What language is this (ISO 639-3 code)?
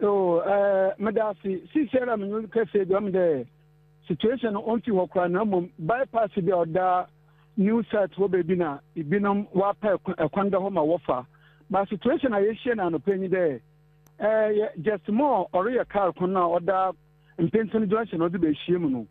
aka